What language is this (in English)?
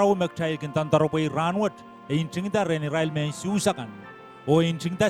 Pohnpeian